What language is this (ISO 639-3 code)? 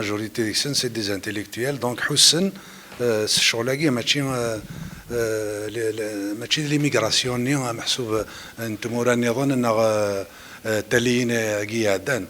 kab